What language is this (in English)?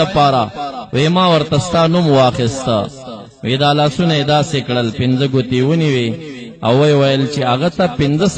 Pashto